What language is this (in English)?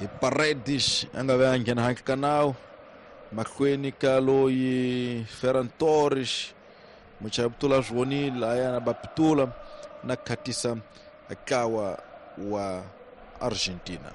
Tsonga